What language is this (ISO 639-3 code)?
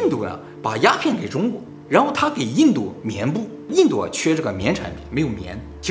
zho